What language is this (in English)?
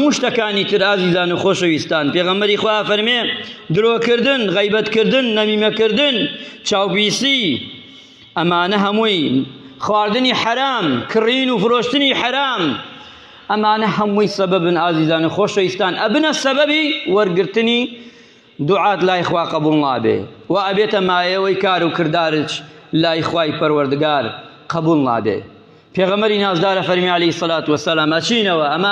Central Kurdish